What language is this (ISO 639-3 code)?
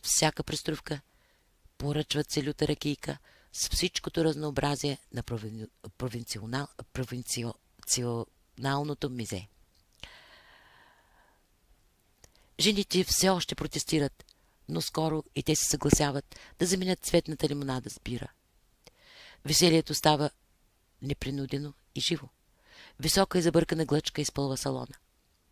bul